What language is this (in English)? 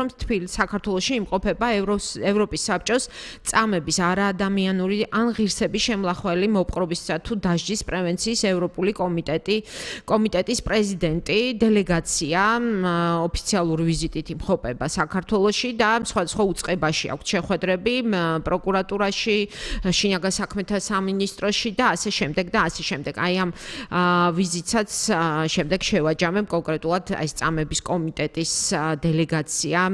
Georgian